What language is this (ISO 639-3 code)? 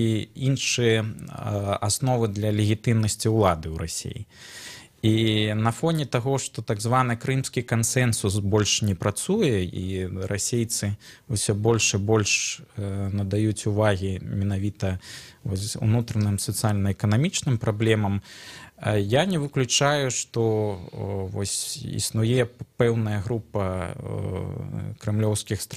bel